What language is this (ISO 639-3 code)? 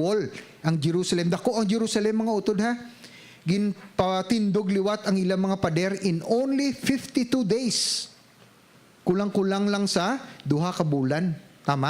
hil